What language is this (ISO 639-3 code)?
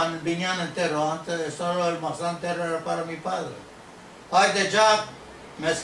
lad